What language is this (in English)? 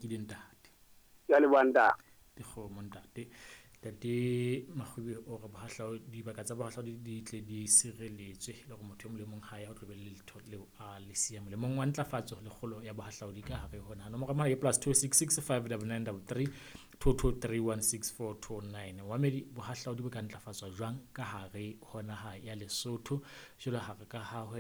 Southern Sotho